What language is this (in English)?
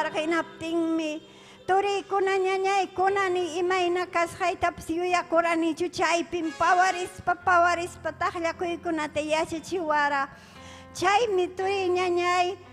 Ayacucho Quechua